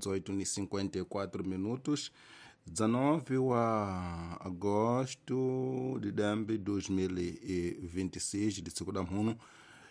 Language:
Tsonga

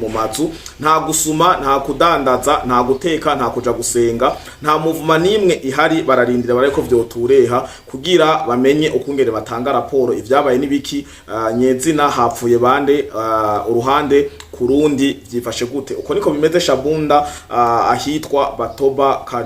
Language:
Rundi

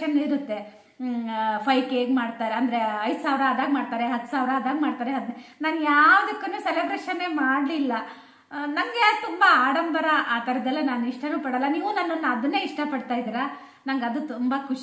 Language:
Kannada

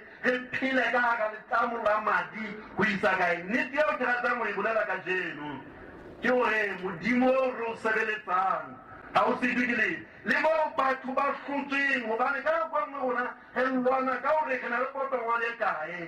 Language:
Southern Sotho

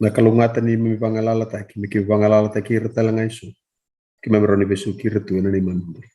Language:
Fijian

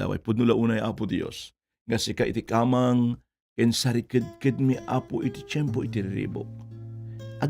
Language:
Iloko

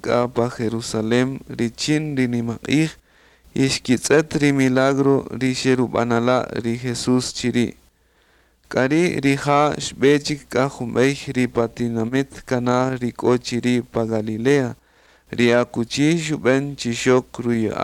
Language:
Kaqchikel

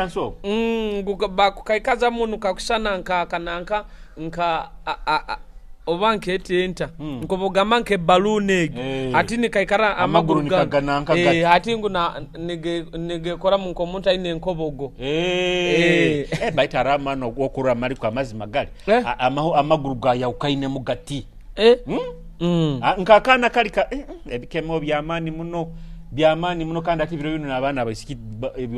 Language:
Nyoro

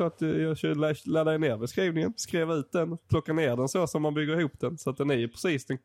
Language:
Swedish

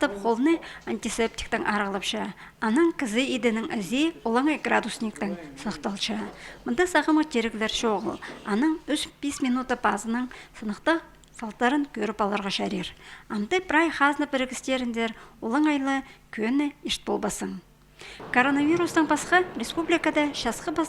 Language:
Khakas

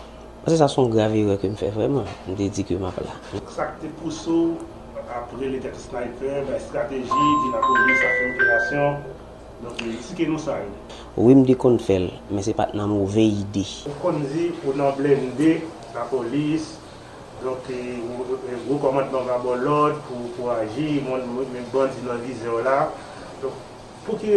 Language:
Haitian Creole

